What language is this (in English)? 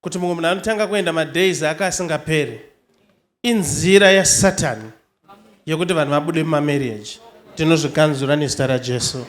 Shona